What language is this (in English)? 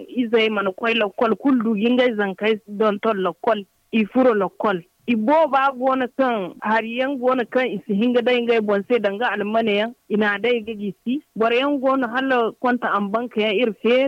Zarma